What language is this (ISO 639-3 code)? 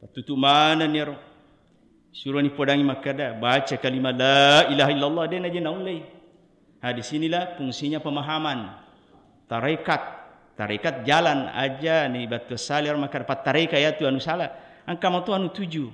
bug